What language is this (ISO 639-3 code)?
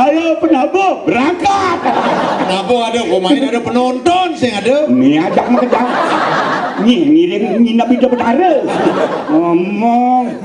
ban